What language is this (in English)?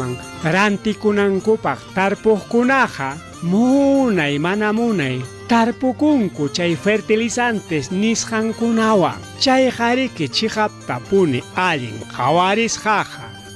Ayacucho Quechua